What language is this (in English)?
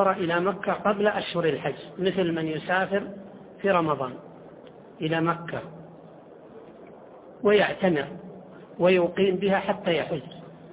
Arabic